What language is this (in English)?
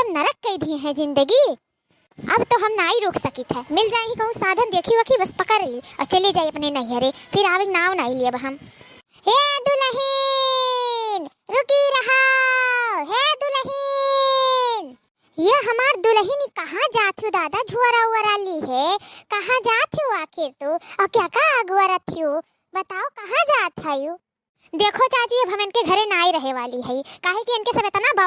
Awadhi